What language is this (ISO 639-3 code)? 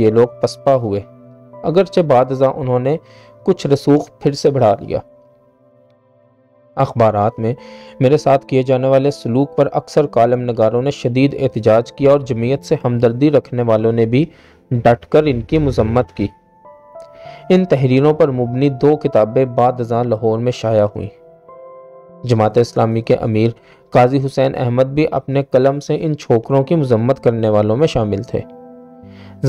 urd